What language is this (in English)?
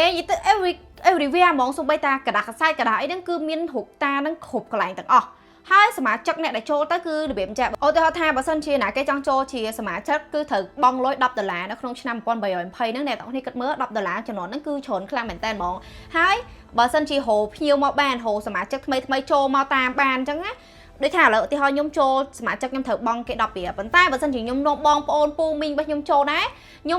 Khmer